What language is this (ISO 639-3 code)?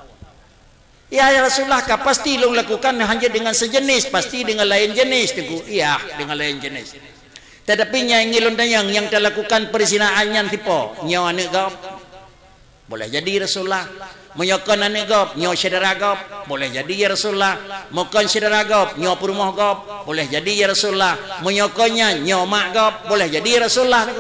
ace